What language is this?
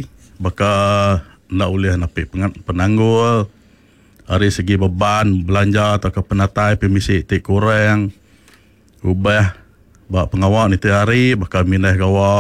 Iban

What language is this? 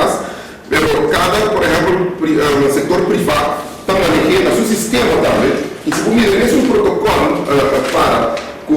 Papiamento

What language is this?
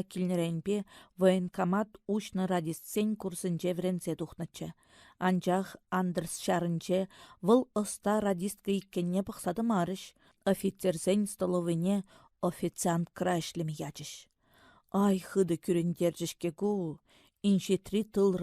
Chuvash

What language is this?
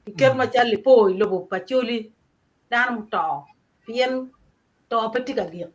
Acoli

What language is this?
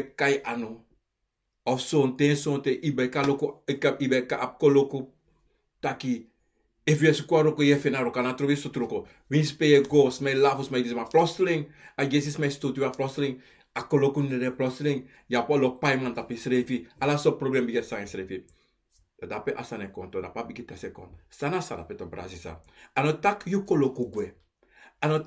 Sranan Tongo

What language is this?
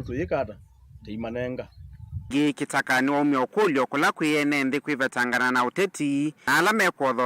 Kamba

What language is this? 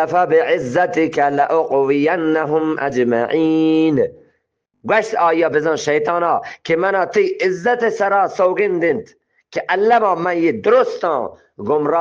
Eastern Balochi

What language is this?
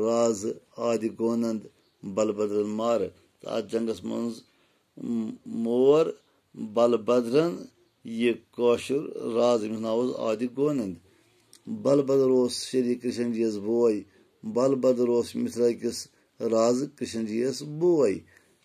Kashmiri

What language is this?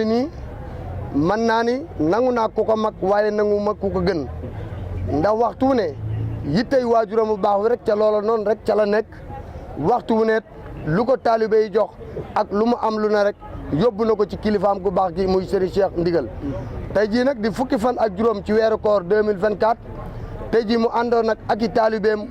Wolof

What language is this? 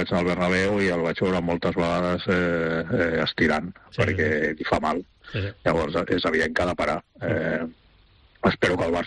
Catalan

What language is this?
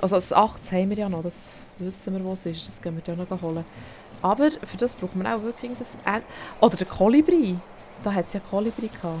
Swiss German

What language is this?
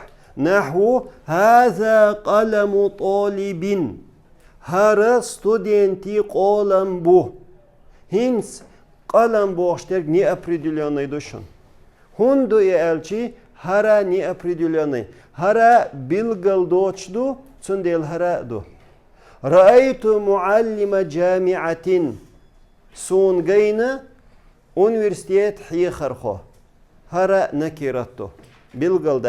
Chechen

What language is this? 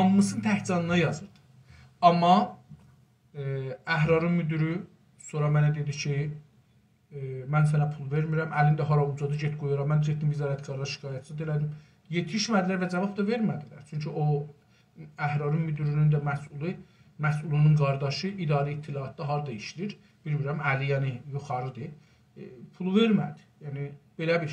South Azerbaijani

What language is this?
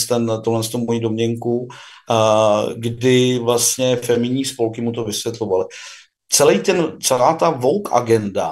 Czech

